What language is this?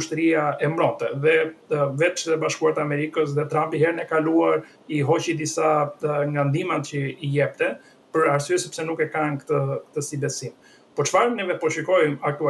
Albanian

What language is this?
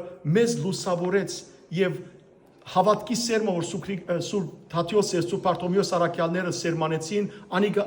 Western Armenian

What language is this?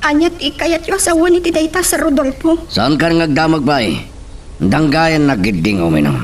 Iloko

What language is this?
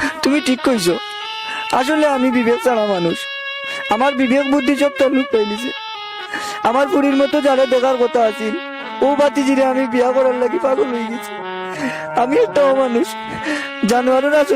Sylheti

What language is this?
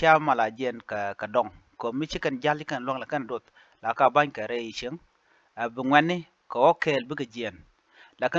Nuer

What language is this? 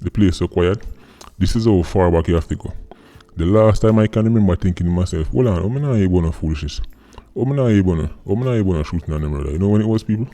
Jamaican Creole English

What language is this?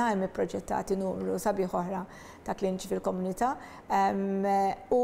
Maltese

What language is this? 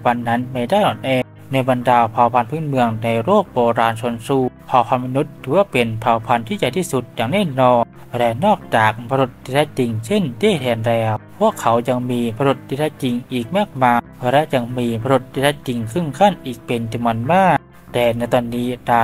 Thai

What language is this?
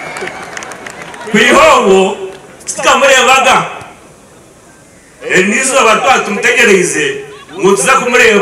Kinyarwanda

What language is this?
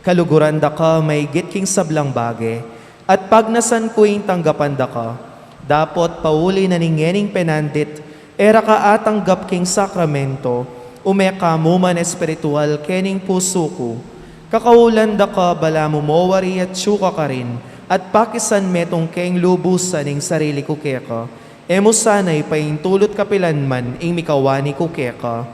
Pampanga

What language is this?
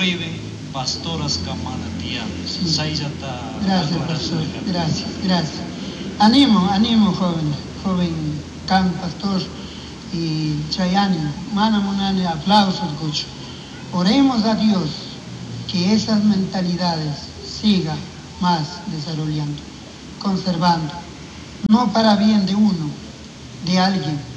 Chimborazo Highland Quichua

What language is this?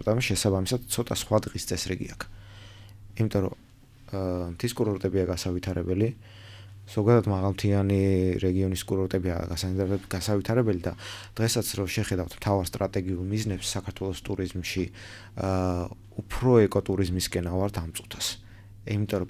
Georgian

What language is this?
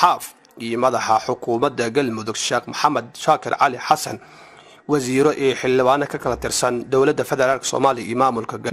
Somali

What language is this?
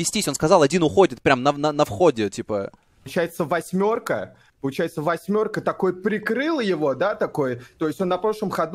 Russian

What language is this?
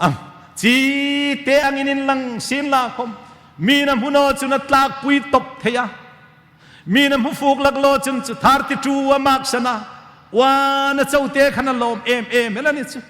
Hmar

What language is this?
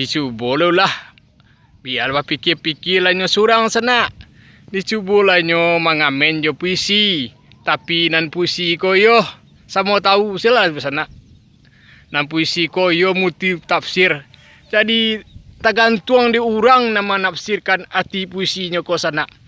Minangkabau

